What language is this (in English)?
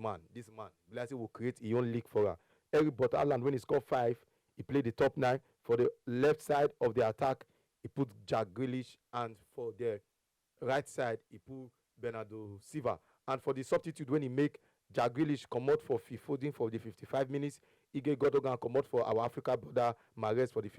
Nigerian Pidgin